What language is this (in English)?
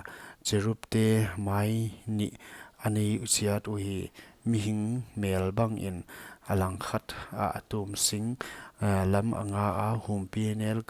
Paite Chin